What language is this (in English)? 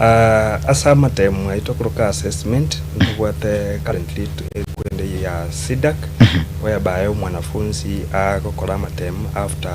Gusii